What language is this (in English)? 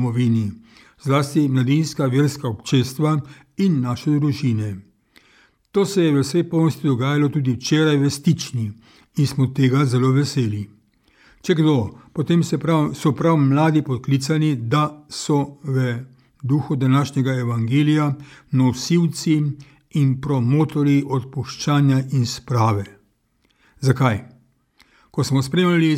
Slovenian